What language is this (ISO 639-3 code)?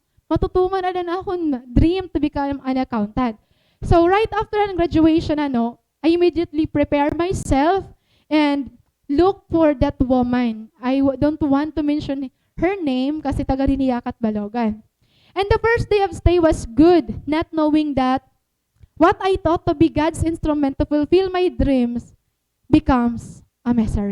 war